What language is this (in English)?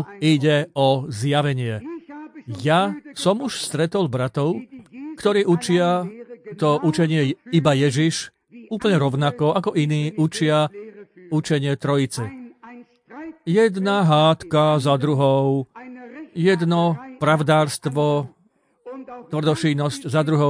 Slovak